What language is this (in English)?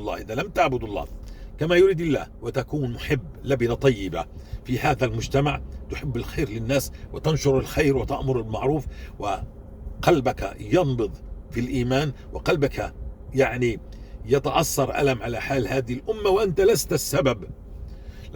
North Levantine Arabic